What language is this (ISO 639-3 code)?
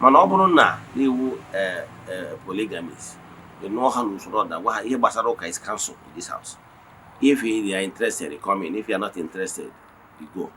ibo